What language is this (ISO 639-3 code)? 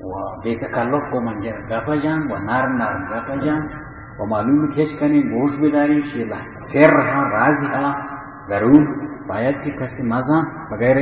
bal